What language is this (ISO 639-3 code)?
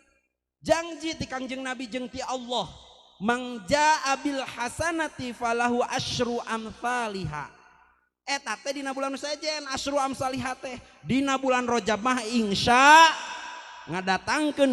sun